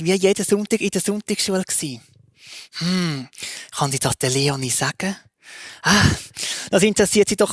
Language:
Swiss German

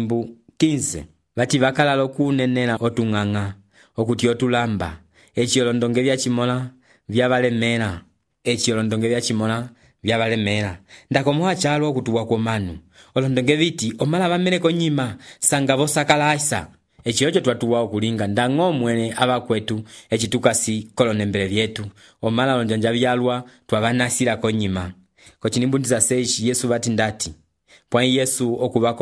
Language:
Umbundu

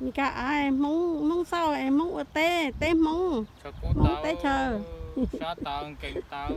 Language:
Hmong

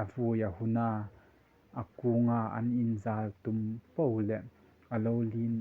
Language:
Hmar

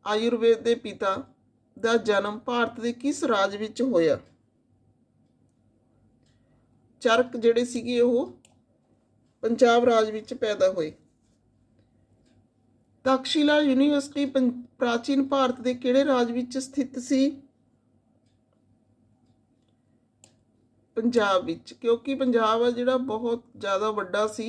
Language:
Punjabi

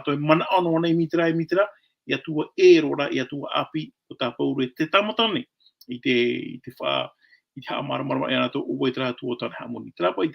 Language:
Tahitian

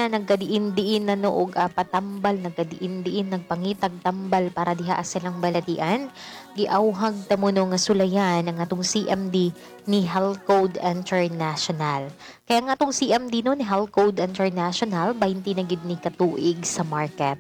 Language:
Cebuano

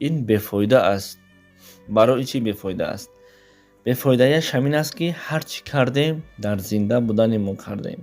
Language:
Tajik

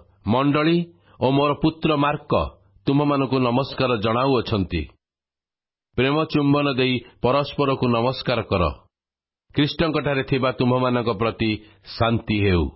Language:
Odia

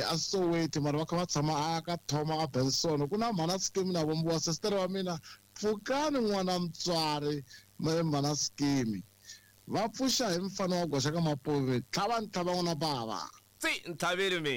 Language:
Tsonga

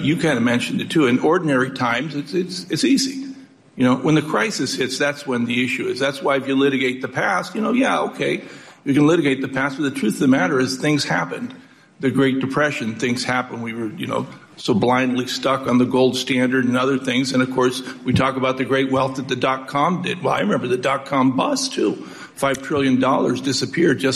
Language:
English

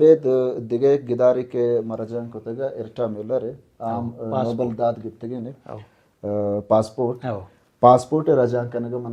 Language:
Baluchi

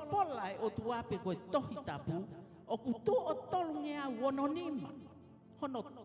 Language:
Tongan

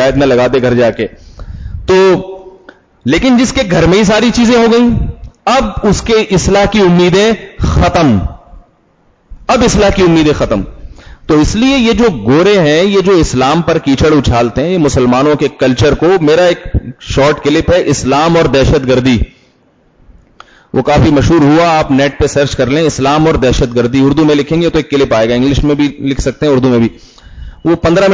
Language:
Urdu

